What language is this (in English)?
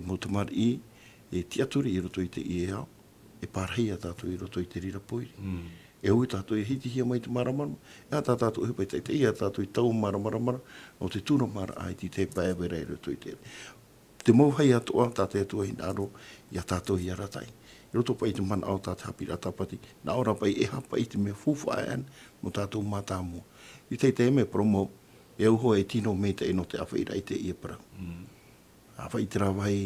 Tahitian